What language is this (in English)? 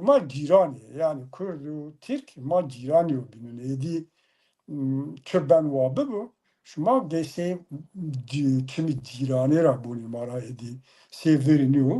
Zaza